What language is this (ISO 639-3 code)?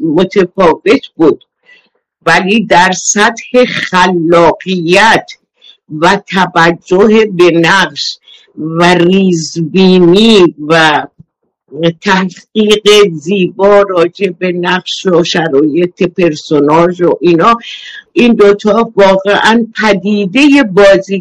fas